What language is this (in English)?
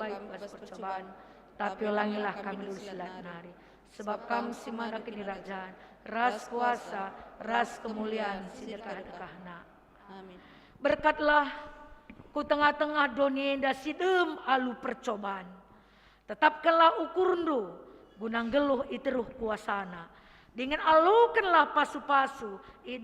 Batak Karo